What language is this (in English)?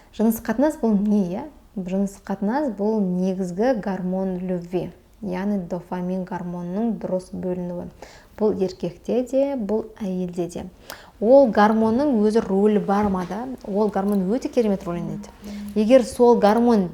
Kazakh